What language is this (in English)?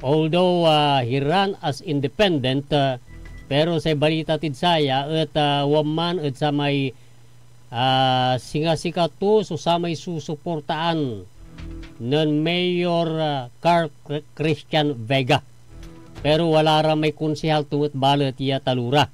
Pangasinan